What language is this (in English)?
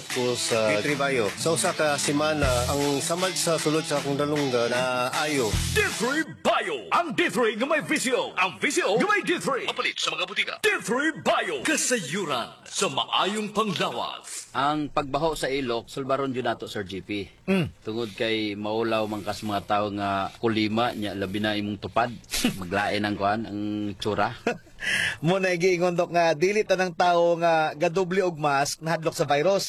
Cebuano